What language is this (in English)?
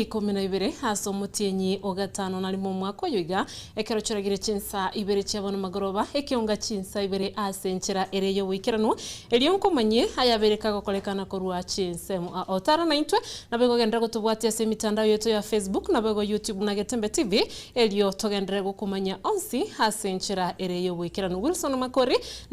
Gusii